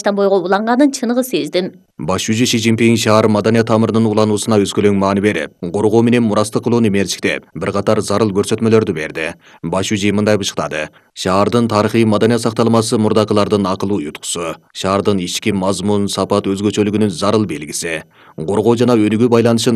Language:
Kyrgyz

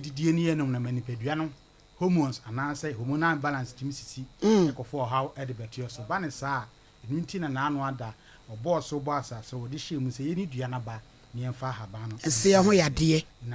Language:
Akan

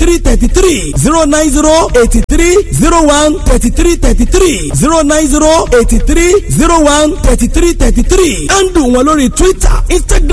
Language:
Yoruba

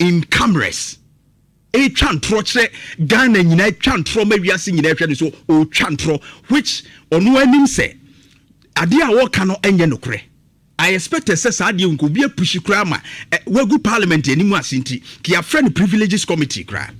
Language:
Akan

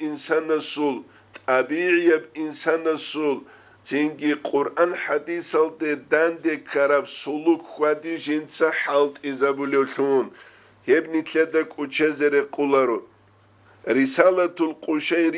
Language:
Avaric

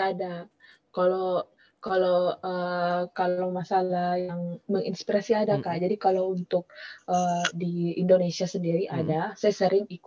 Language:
Indonesian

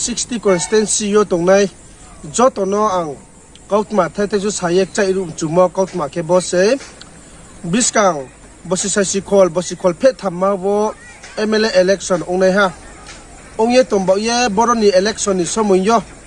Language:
Riang (India)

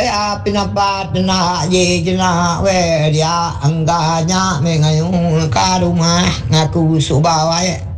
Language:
Iban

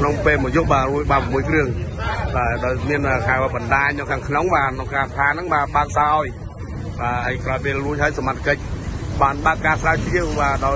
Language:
Khmer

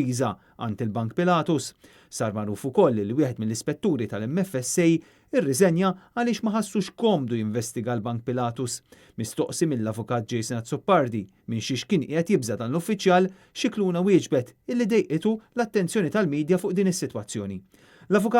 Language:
Maltese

